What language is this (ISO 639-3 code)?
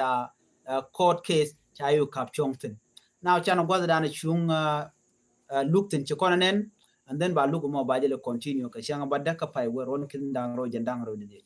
nus